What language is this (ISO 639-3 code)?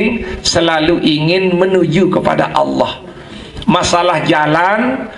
sas